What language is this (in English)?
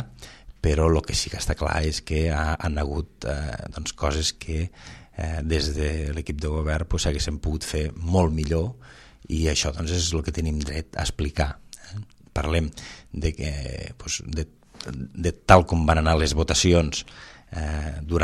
Catalan